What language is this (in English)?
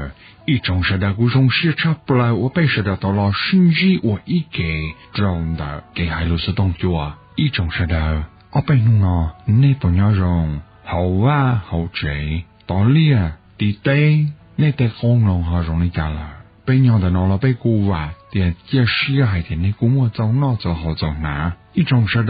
Hmong